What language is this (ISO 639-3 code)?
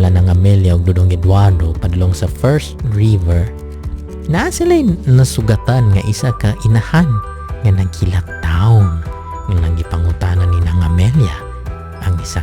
ceb